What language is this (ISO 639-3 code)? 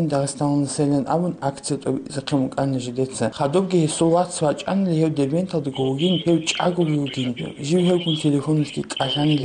ava